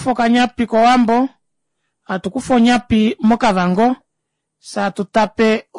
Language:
Kuanyama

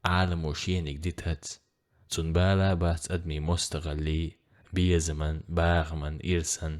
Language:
Chechen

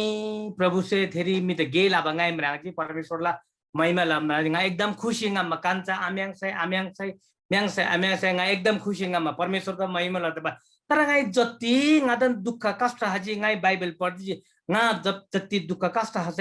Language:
Eastern Tamang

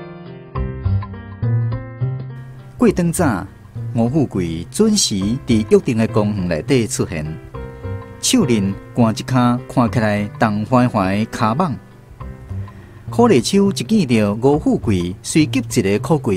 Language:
Min Nan Chinese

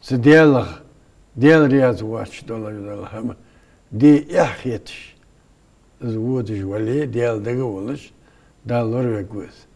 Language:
Ingush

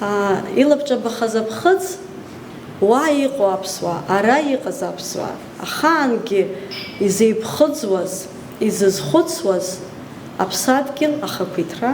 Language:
Abkhazian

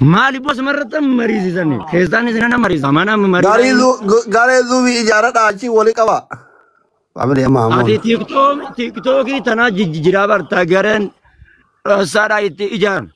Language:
Oromo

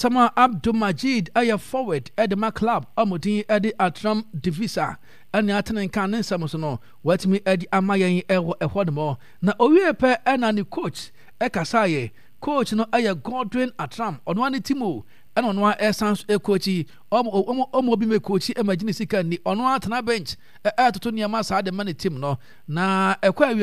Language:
Akan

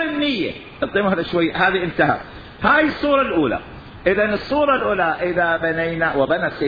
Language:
Mesopotamian Arabic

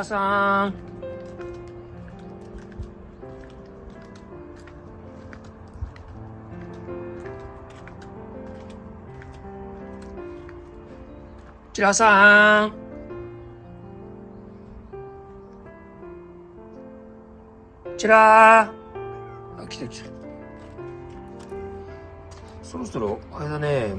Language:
Japanese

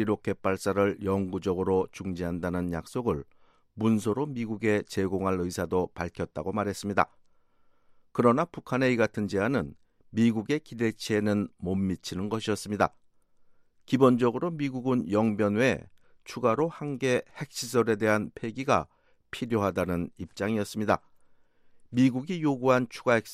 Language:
Korean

